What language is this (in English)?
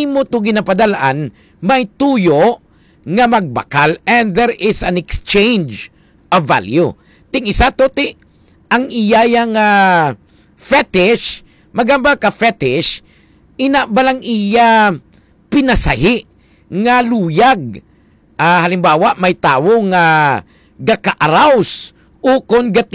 Hiligaynon